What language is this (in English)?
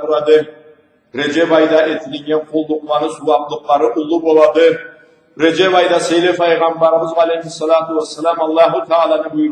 Karachay-Balkar